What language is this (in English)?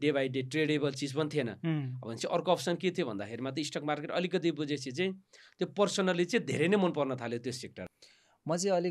Nepali